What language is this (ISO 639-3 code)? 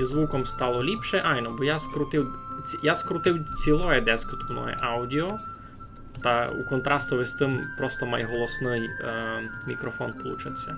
rue